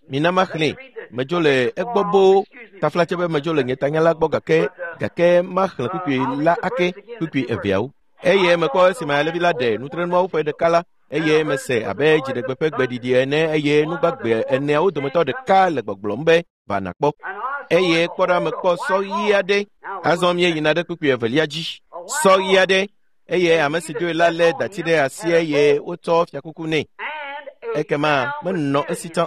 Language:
Ewe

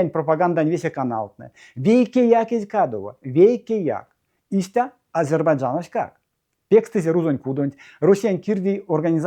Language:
Erzya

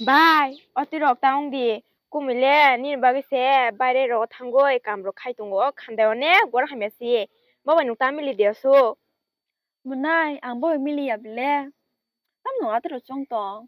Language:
Kok Borok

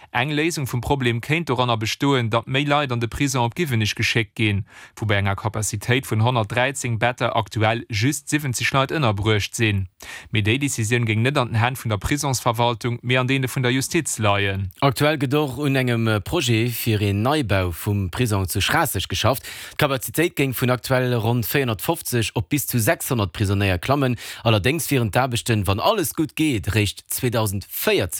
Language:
Luxembourgish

